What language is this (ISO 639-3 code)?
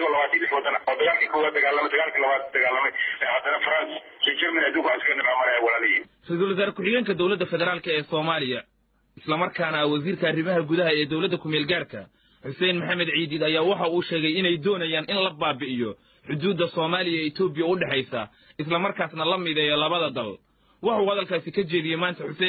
som